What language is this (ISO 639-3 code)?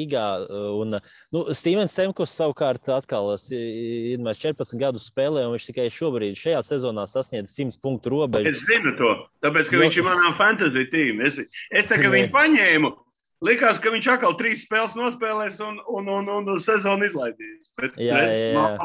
lav